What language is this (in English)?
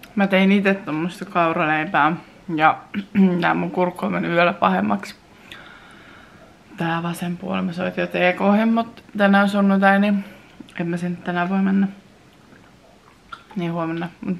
Finnish